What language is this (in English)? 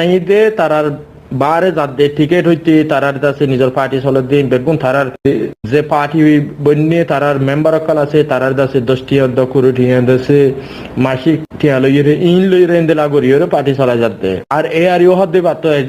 Rohingya